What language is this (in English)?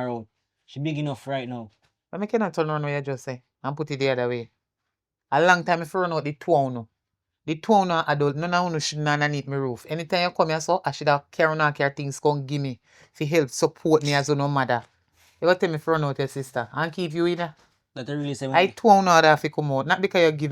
Jamaican Creole English